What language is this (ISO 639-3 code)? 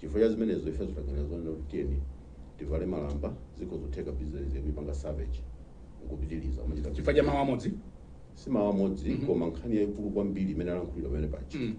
nya